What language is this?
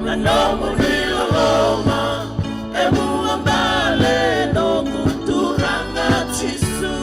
Fijian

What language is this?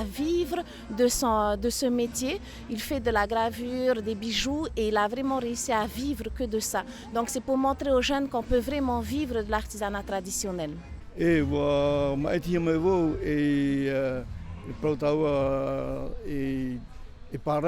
Tahitian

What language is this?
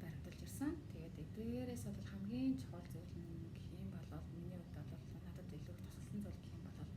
Mongolian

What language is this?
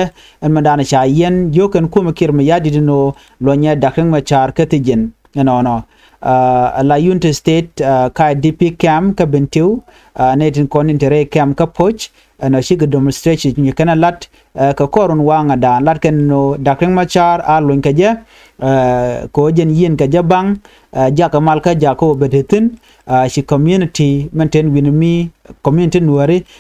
Nuer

